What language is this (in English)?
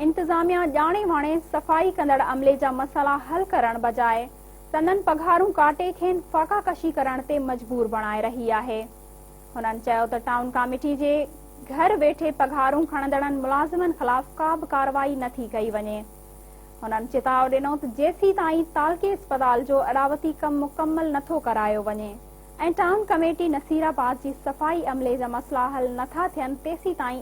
Sindhi